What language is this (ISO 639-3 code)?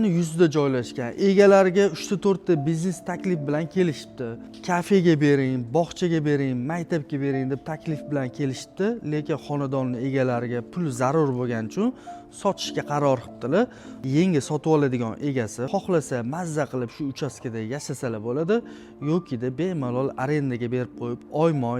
uzb